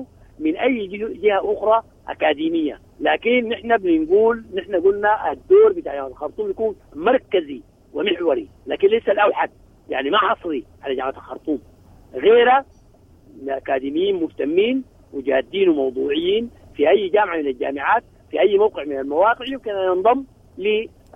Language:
Sudanese Arabic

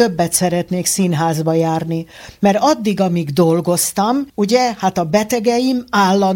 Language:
Hungarian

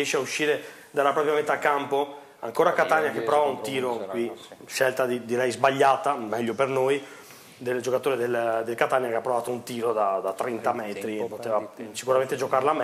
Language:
Italian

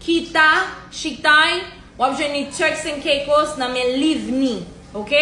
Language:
Haitian Creole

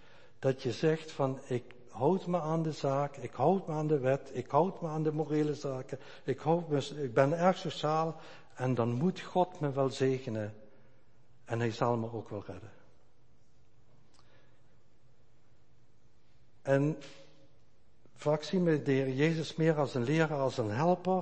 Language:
Dutch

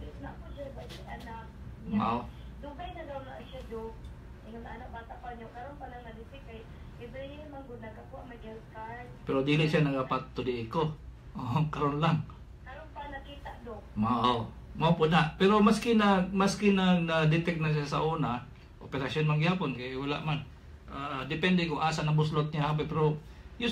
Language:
Cebuano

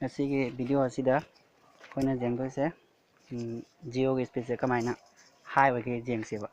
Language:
Manipuri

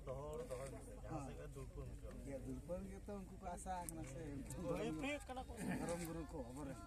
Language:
Santali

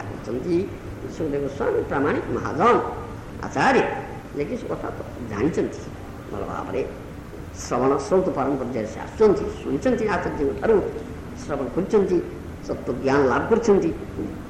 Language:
Odia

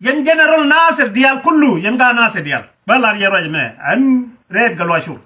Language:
Nuer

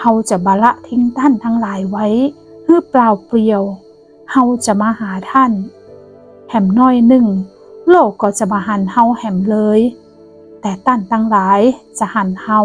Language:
Northern Thai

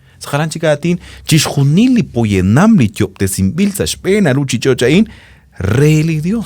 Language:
Kekchí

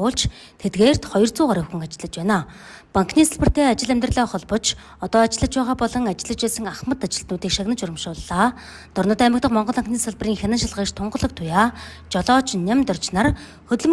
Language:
Mongolian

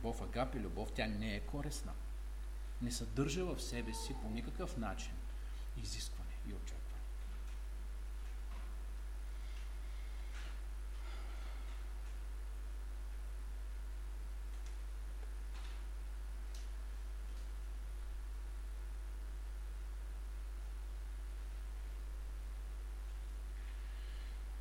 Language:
Bulgarian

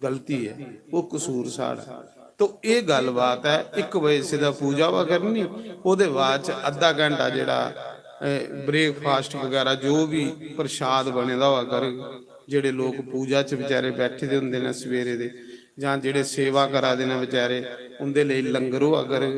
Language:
Dogri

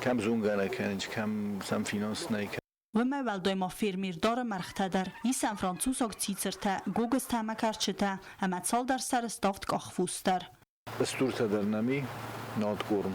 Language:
Ossetic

